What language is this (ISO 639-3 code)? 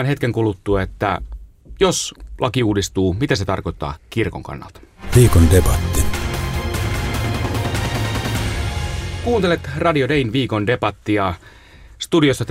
fin